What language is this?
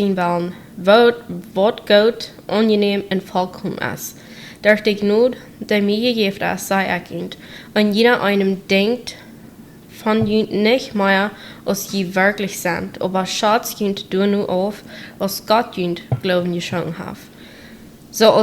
Plautdietsch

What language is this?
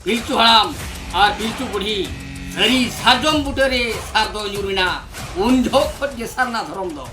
Santali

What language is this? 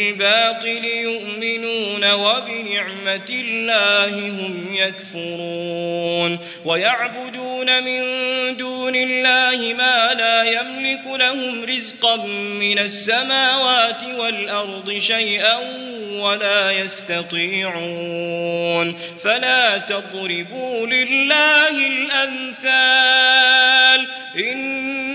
Arabic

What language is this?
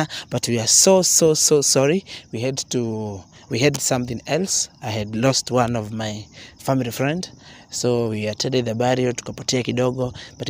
Swahili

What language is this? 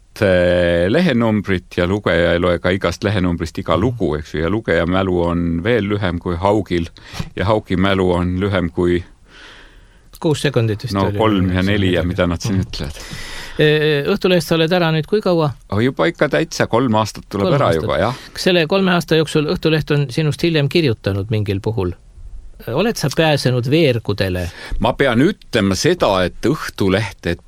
Estonian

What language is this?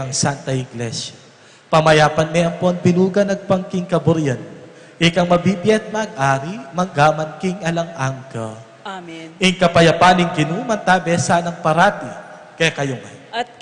Pampanga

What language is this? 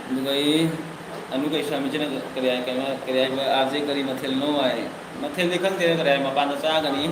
Manipuri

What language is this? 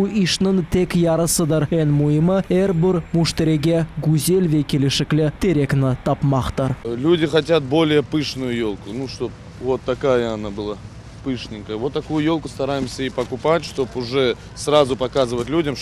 Crimean Tatar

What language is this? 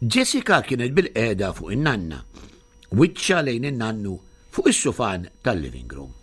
Maltese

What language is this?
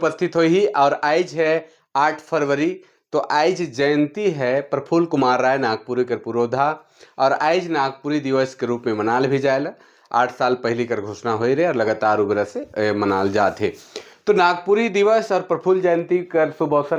Sadri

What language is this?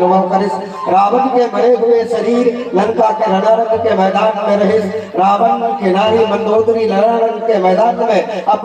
Chhattisgarhi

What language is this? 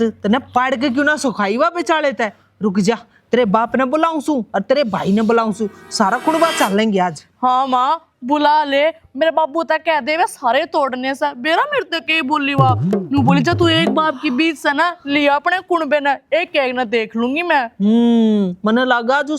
Haryanvi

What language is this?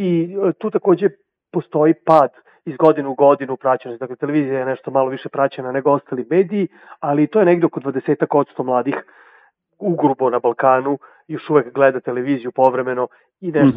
Serbian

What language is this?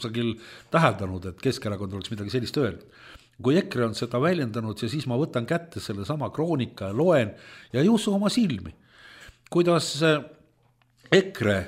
Estonian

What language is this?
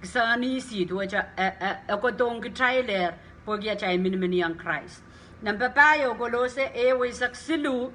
Pohnpeian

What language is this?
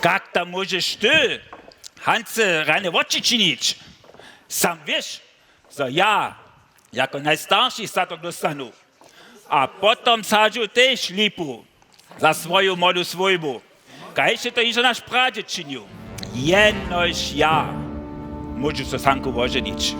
Upper Sorbian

